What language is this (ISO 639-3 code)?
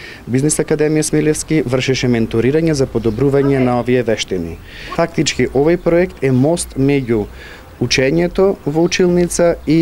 mkd